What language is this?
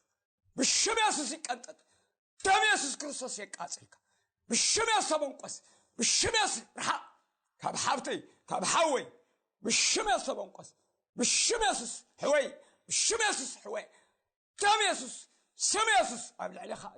Tigrinya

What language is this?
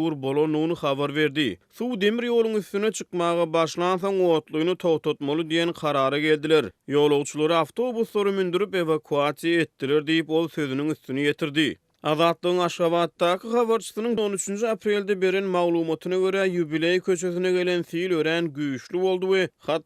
Turkmen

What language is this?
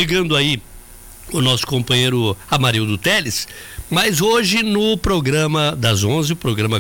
Portuguese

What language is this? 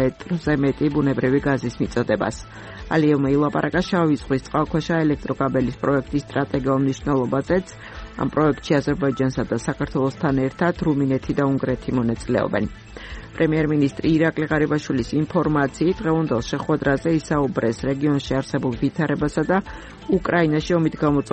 Georgian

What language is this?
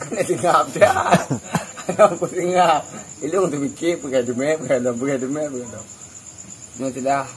Achinese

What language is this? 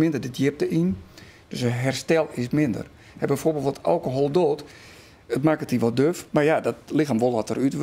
Western Frisian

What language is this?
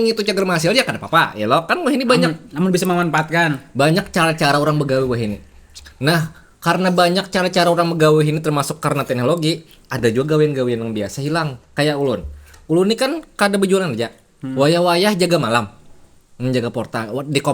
Banjar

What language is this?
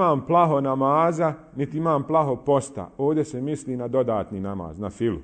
Bosnian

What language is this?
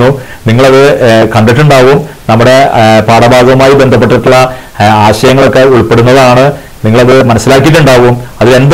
Malayalam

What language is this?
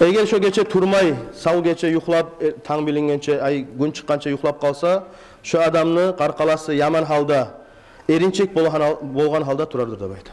Kumyk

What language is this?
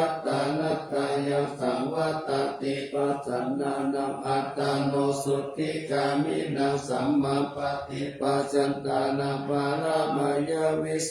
Pali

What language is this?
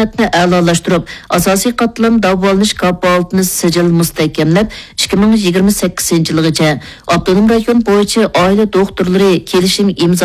Uyghur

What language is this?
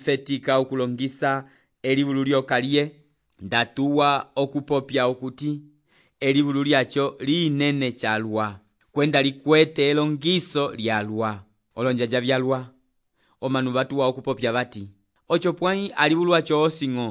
Umbundu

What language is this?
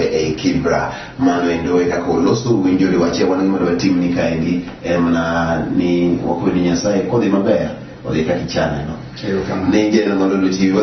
Luo (Kenya and Tanzania)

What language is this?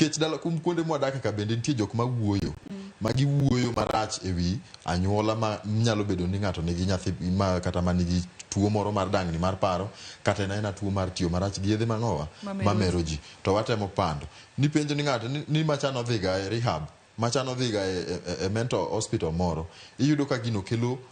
Luo (Kenya and Tanzania)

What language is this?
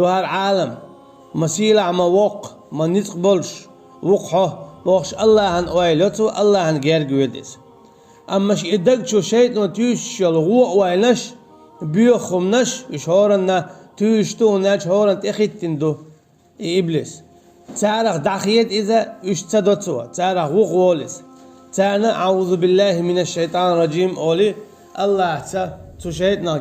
Chechen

